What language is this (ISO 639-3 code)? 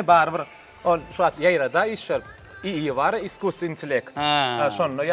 tuk